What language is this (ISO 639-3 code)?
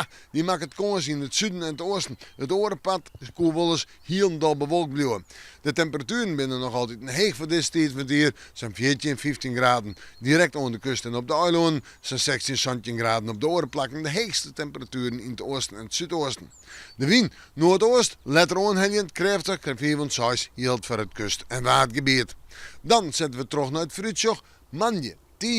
fry